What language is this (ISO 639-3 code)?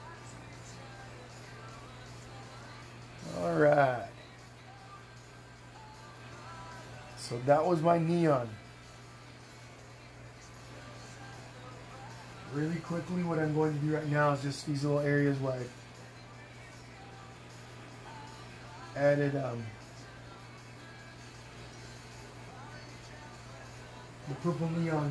eng